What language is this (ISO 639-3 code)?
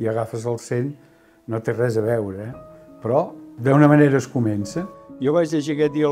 cat